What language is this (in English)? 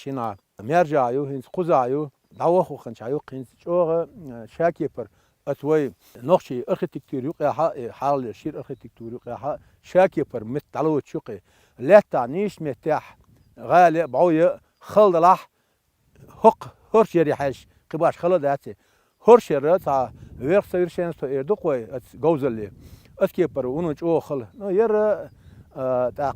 Chechen